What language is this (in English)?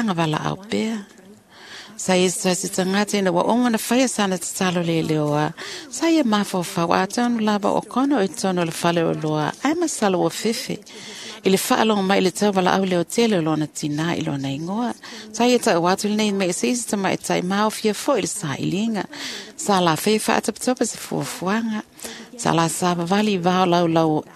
Samoan